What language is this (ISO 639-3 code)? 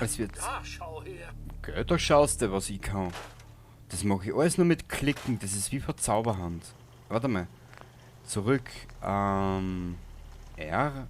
bar